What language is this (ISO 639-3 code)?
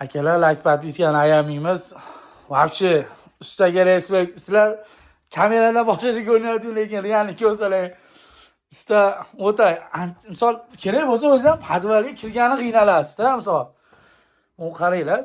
uzb